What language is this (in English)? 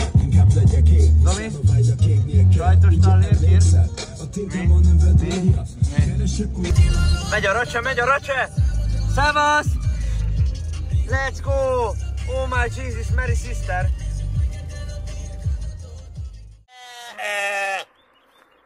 Hungarian